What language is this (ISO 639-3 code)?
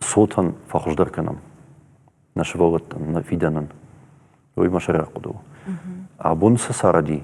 oss